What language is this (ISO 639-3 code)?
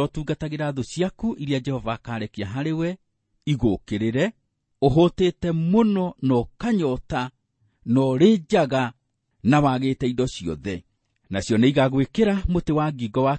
kik